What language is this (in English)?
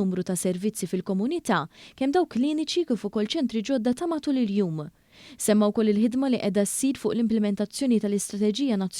Maltese